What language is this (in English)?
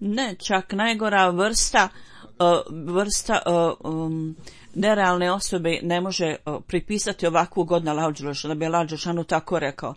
Bosnian